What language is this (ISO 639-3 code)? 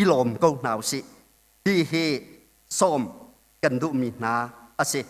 cnh